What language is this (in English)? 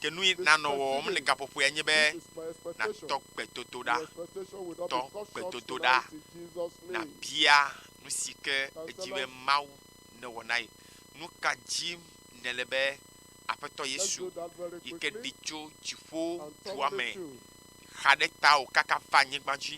Ewe